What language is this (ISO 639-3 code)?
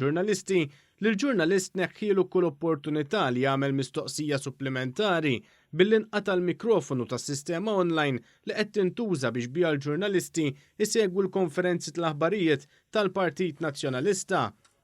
mlt